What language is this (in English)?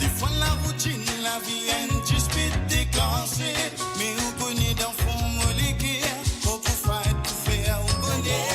Morisyen